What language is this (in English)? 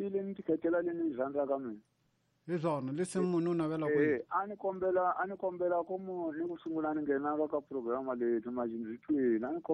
Tsonga